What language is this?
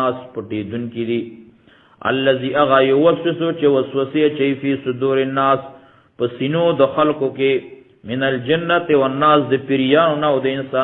Pashto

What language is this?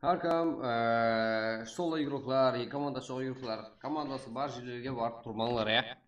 Kara-Kalpak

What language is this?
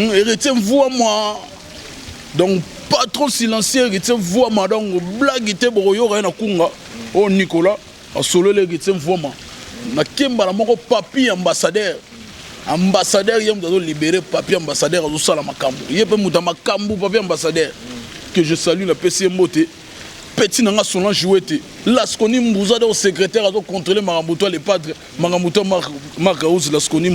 Lingala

